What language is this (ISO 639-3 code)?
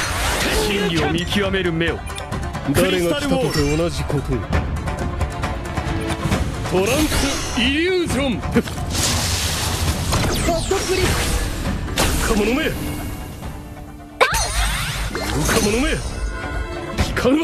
jpn